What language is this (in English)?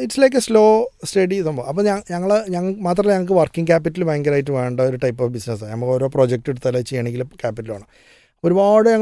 Malayalam